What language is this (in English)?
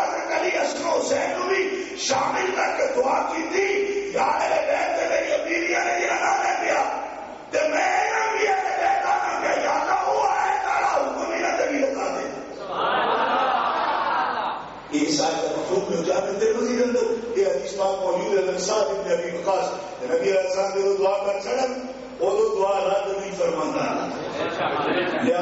Urdu